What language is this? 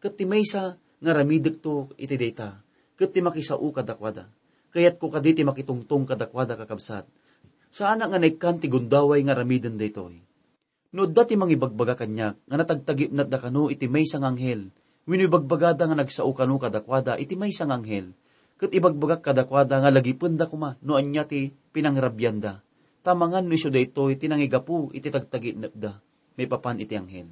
Iloko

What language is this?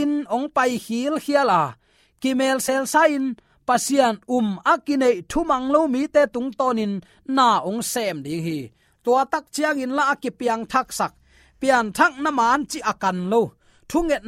Tedim Chin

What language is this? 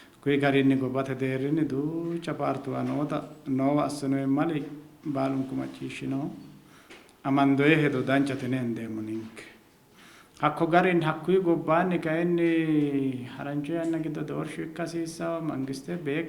Sidamo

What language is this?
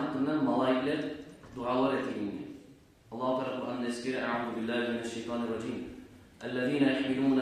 Kumyk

